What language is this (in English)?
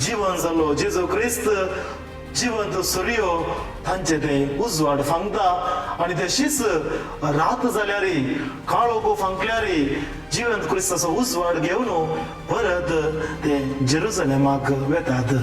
Konkani